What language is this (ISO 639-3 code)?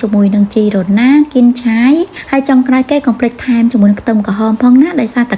khm